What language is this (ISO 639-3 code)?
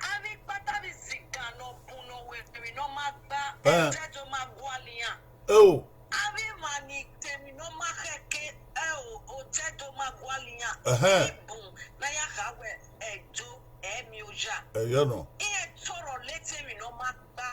bin